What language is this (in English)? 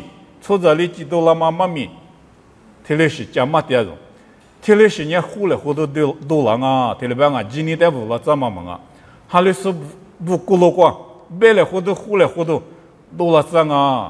Lisu